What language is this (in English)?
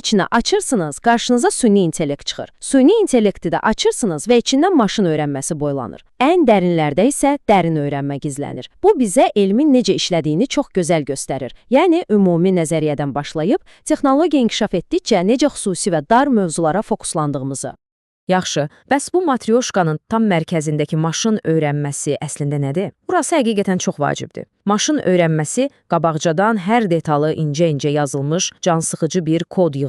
Azerbaijani